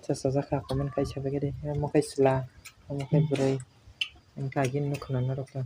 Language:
Kok Borok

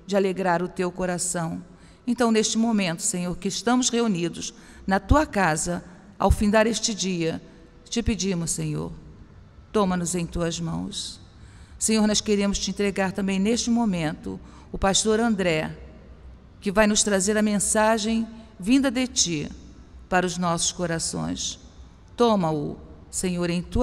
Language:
Portuguese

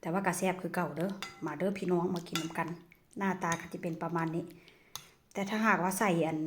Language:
Northeastern Thai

